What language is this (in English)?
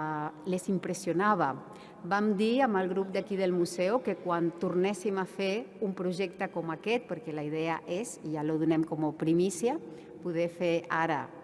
Catalan